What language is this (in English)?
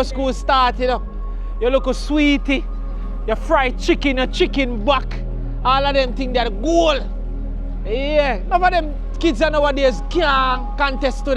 Jamaican Creole English